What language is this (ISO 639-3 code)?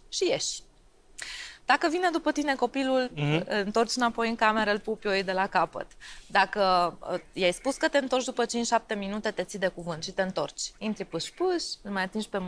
ron